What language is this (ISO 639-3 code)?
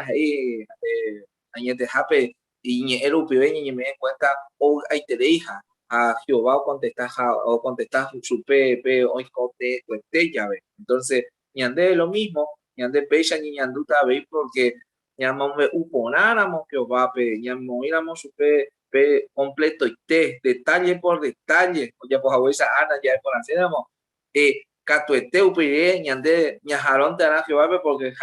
grn